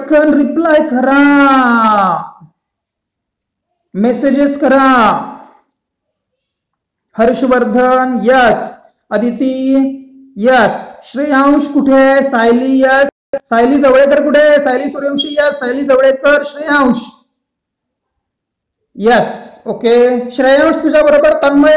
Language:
Marathi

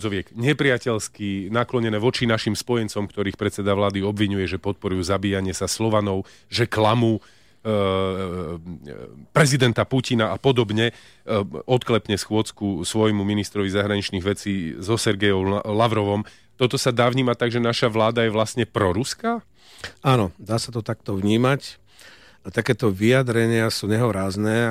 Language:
Slovak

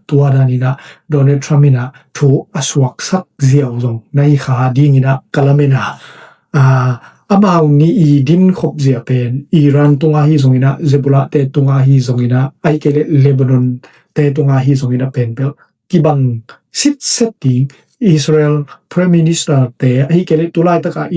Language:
Tedim Chin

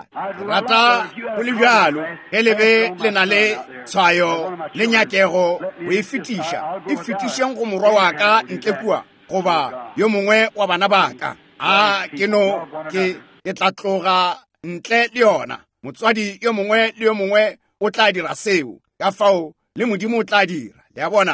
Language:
Northern Sotho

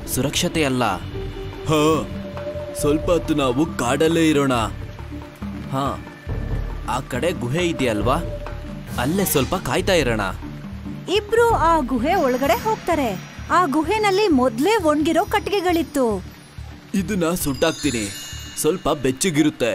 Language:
Kannada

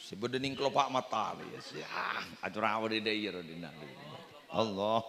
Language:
Madurese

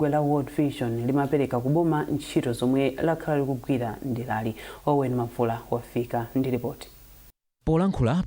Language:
Nyanja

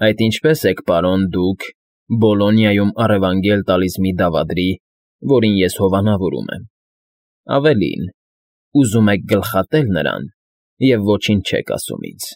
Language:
Armenian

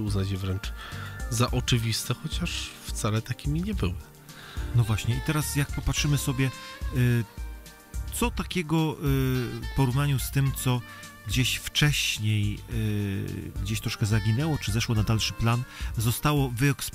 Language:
Polish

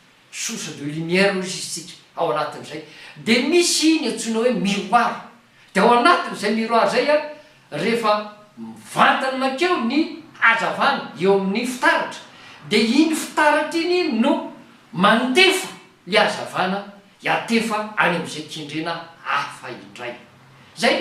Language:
Malagasy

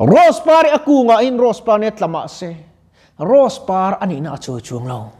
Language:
Mizo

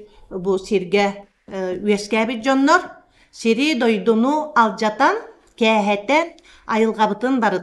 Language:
Yakut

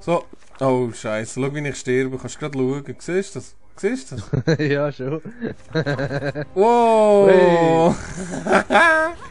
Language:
Swiss German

